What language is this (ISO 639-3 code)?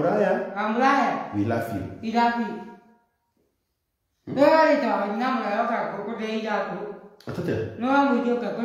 kik